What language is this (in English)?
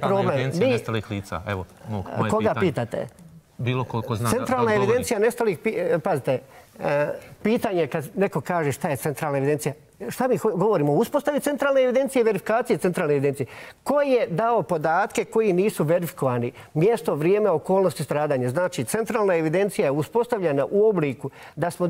Bosnian